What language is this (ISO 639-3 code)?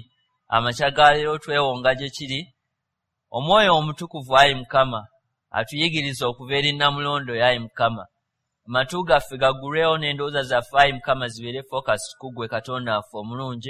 lug